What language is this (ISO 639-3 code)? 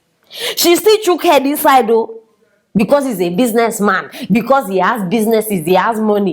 pcm